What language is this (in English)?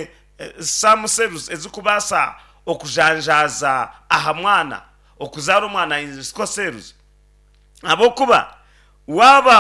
Nyankole